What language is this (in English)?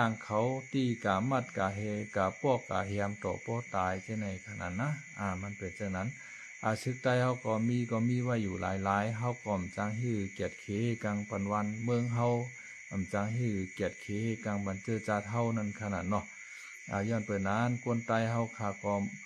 Shan